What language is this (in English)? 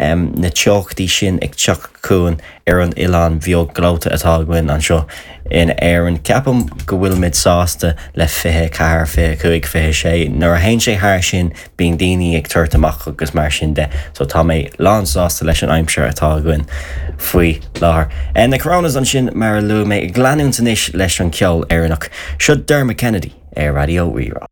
Irish